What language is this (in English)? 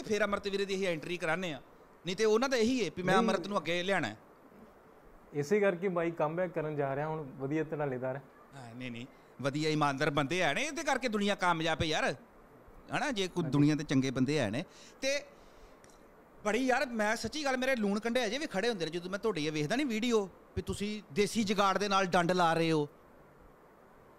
Punjabi